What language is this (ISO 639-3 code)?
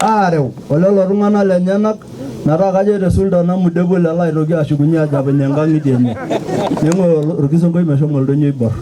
mas